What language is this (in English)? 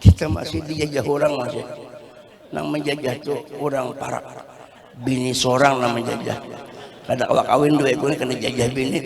Banjar